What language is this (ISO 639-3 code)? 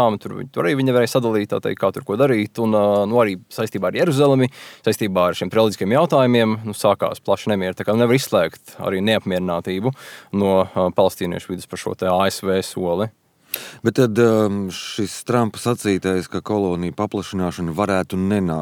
lav